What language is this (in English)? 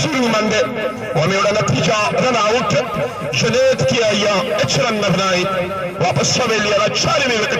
Baluchi